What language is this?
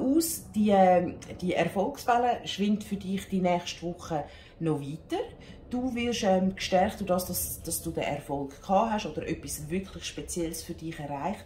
Swiss German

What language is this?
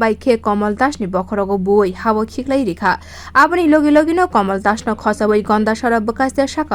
Kok Borok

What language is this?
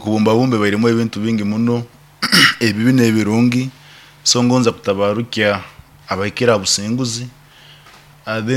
Nyoro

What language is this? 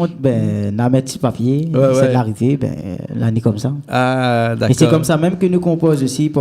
Réunion Creole French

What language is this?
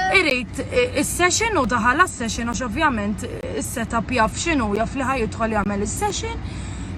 Maltese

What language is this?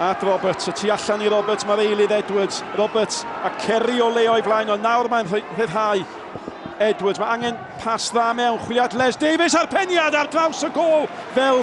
Welsh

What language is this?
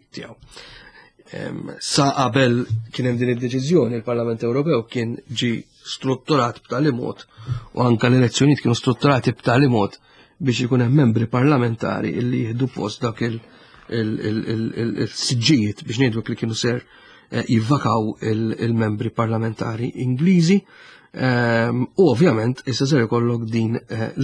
Maltese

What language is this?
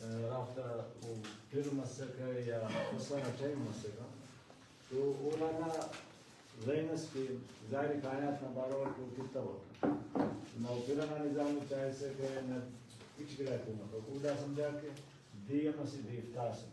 Brahui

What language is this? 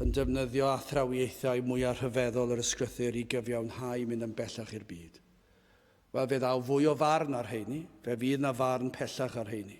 Welsh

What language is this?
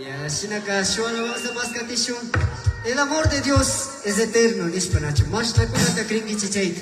Imbabura Highland Quichua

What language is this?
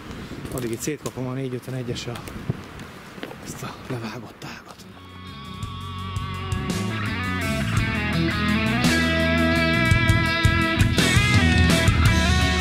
Hungarian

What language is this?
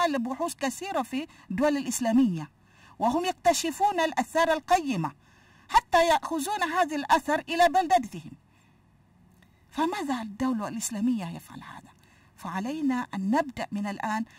Arabic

